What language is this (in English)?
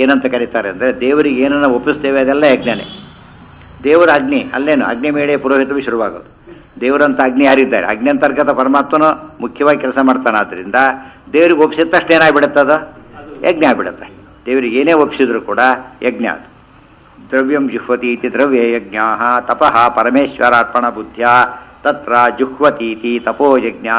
Kannada